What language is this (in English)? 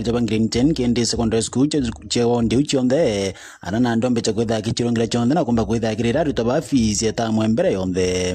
Meru